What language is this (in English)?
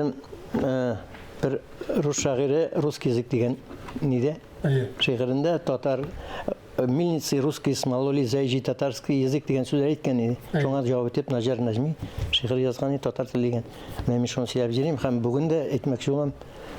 Tatar